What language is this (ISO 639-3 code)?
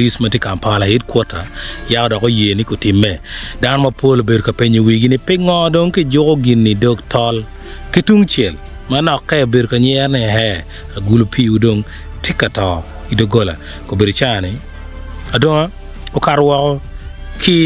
ach